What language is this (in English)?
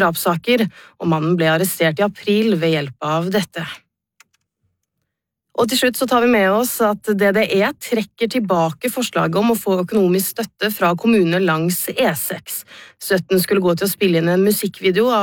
Norwegian